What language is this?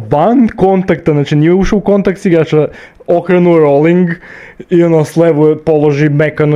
Serbian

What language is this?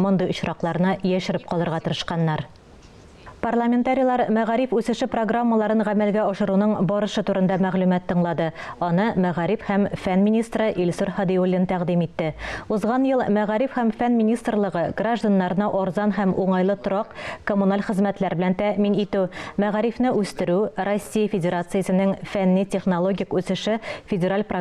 Tatar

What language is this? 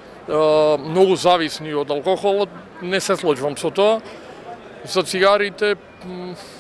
Macedonian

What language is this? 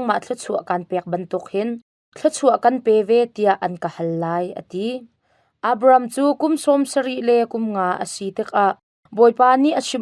Hakha Chin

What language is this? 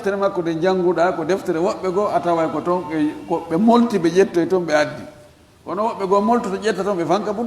Fula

